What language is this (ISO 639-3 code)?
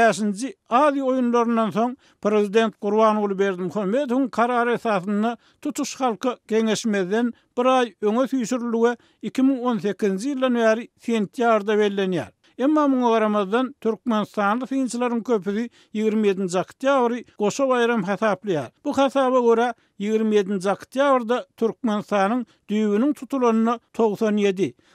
tuk